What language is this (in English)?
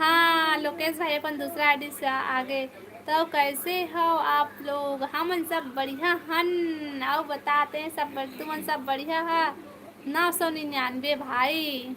Chhattisgarhi